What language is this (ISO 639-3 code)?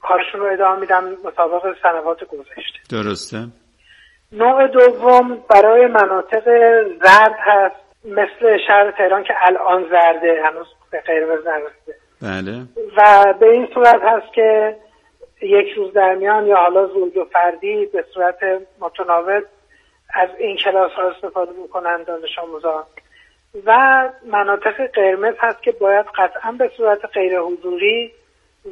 fas